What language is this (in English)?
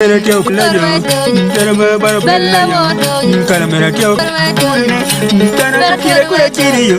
Acoli